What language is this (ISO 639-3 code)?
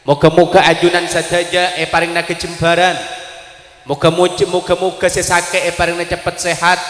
mad